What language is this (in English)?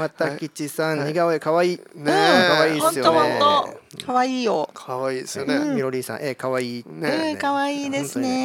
Japanese